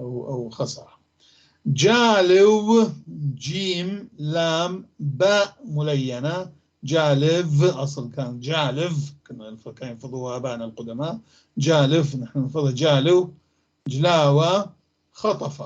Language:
North Levantine Arabic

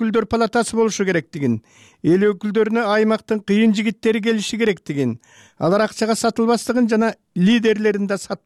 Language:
Kyrgyz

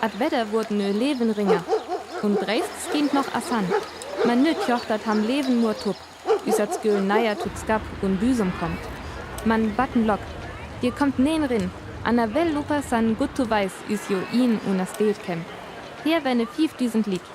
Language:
Northern Frisian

